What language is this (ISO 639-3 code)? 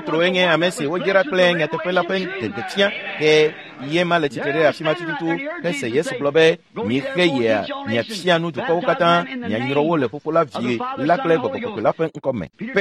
ewe